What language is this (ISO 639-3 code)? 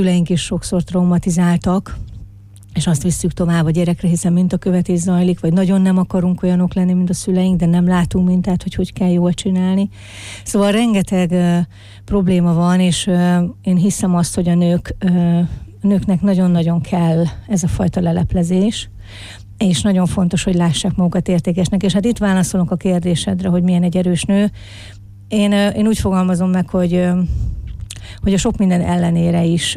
hun